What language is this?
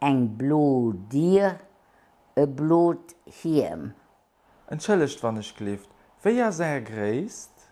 Luxembourgish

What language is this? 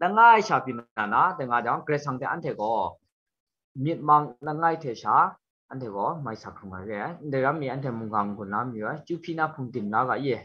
Kachin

